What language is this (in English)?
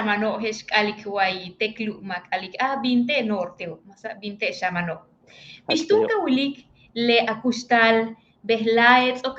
Yucateco